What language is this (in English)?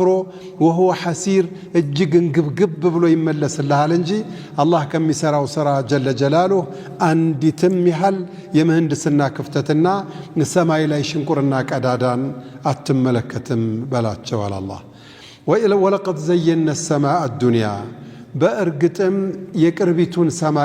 Amharic